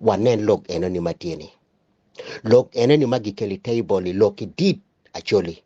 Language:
Acoli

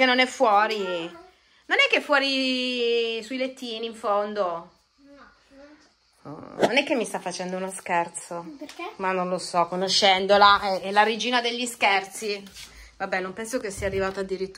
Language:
Italian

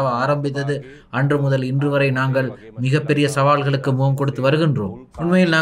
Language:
Tamil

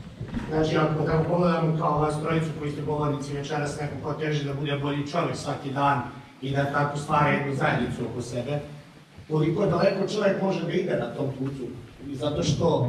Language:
Serbian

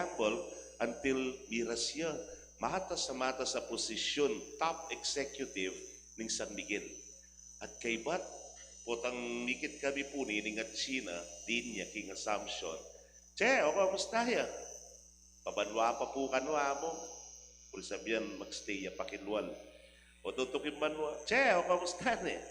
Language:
Pampanga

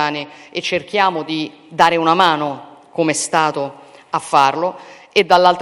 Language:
Italian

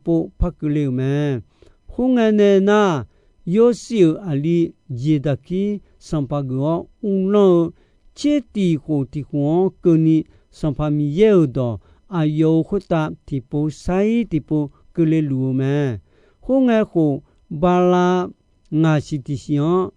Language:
Akha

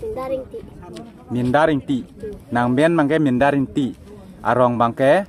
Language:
Karbi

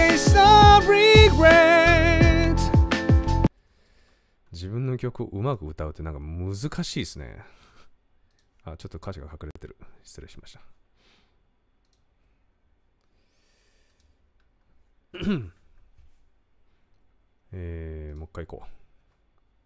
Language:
Japanese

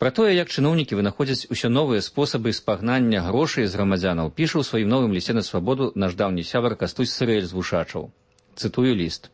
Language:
Belarusian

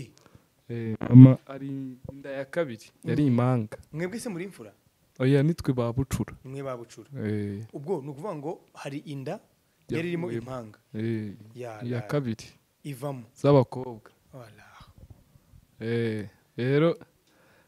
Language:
Kinyarwanda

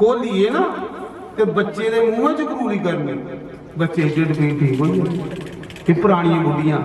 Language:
Dogri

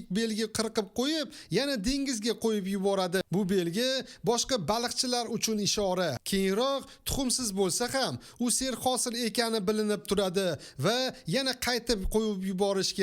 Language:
Uzbek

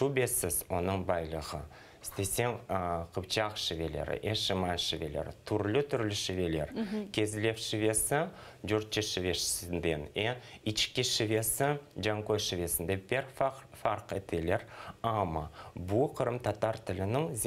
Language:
Crimean Tatar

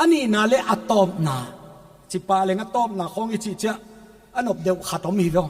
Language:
Paite Chin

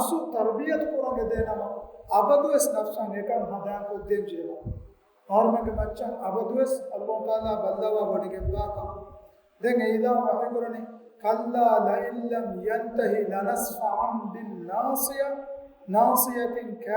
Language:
Divehi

